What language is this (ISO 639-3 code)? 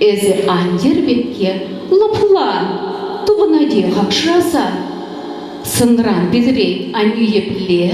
chv